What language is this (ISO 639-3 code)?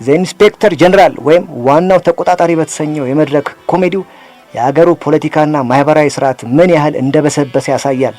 amh